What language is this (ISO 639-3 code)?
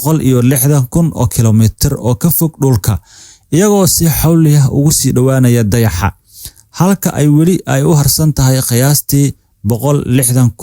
som